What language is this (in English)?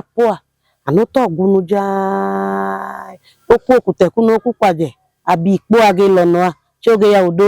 Idoma